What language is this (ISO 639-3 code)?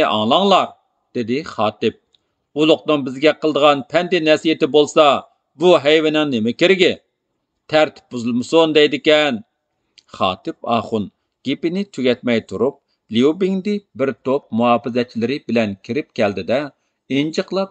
uig